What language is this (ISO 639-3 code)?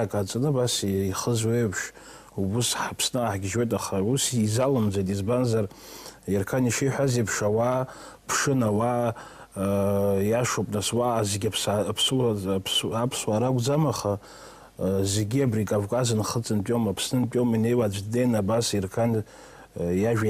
abk